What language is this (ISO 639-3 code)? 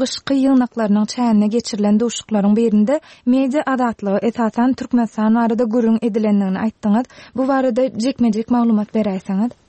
tuk